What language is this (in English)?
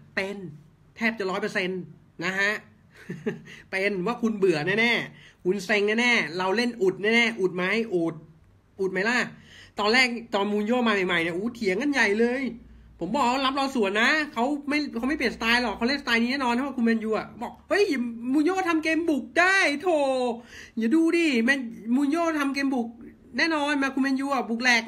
Thai